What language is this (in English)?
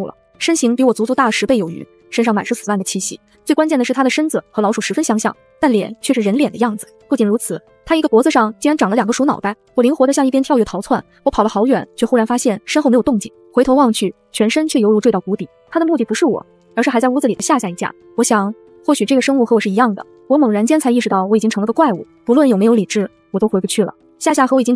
Chinese